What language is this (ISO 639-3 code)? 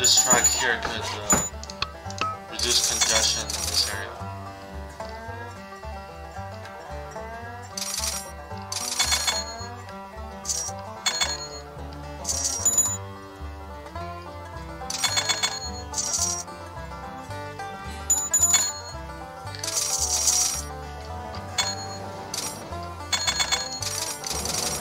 eng